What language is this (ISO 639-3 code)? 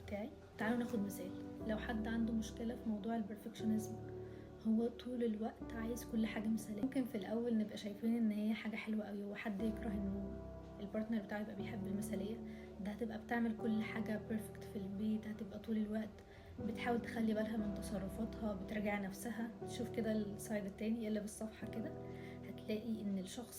arz